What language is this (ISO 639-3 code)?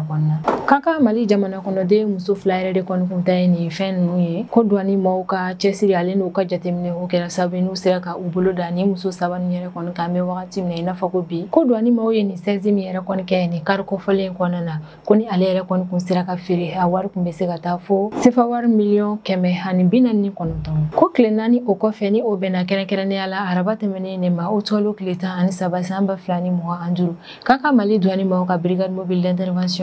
bam